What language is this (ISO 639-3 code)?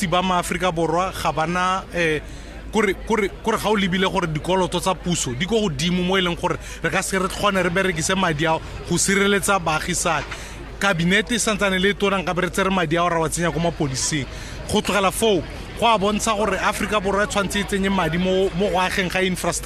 tsn